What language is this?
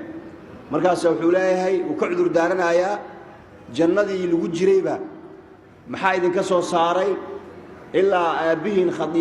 Somali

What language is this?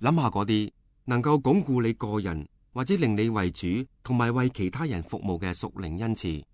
Cantonese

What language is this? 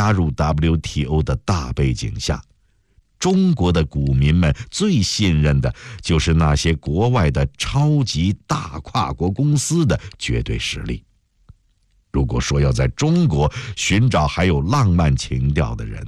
Chinese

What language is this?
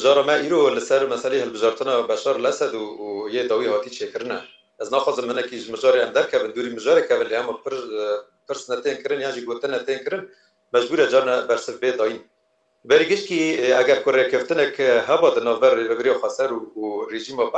Kurdish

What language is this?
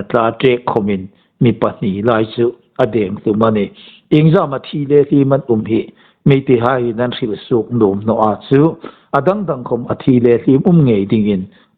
Hmar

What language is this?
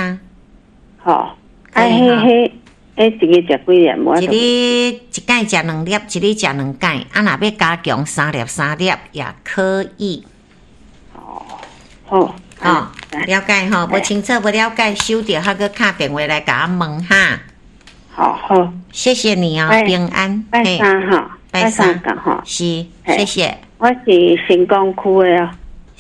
Min Nan Chinese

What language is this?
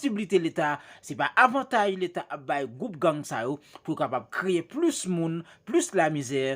Haitian Creole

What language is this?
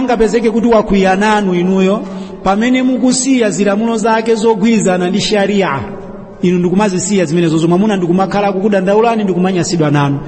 Nyanja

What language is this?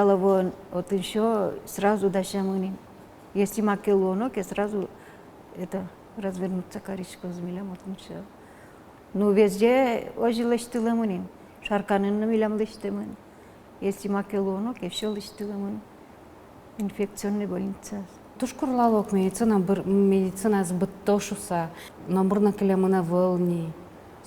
Udmurt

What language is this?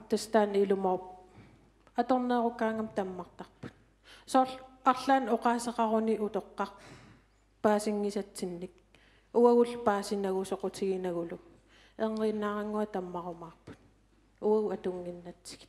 Kalaallisut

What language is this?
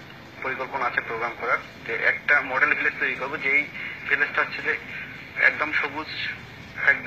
Bangla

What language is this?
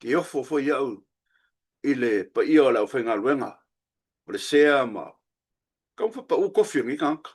Samoan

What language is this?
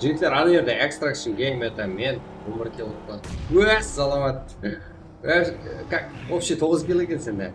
Kara-Kalpak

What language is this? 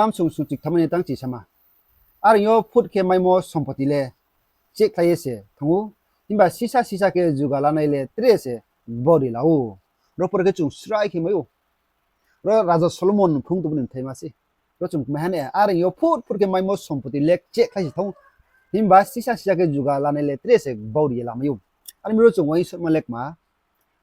Riang (India)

